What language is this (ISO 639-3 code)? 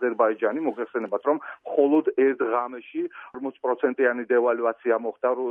kat